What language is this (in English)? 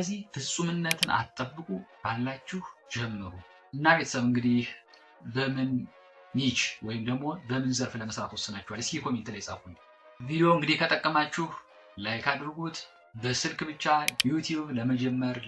Amharic